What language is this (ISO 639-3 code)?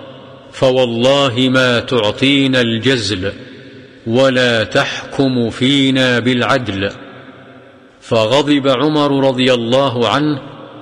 ara